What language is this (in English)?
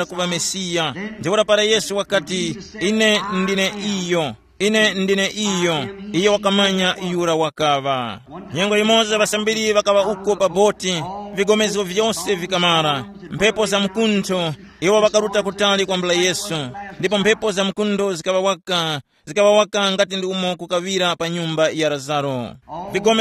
Tumbuka